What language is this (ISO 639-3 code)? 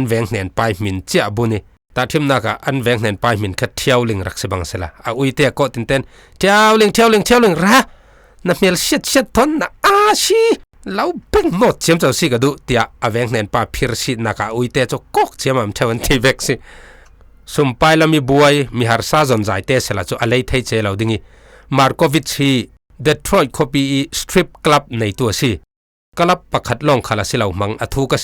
cfm